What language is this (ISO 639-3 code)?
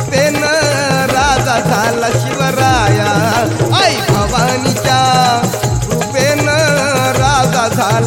mar